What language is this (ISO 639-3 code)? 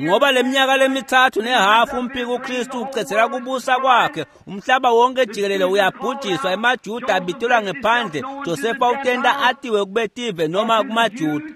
ssw